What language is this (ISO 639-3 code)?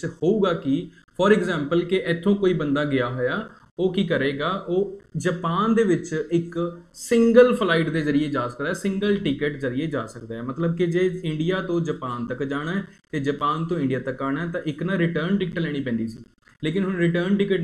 pan